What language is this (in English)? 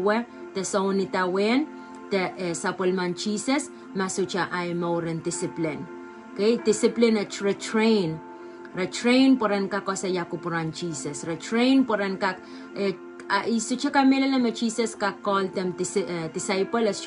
Pohnpeian